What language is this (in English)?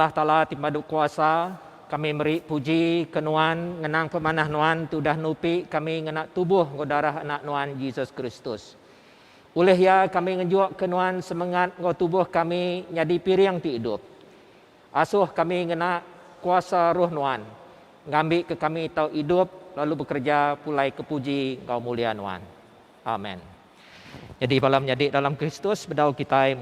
Iban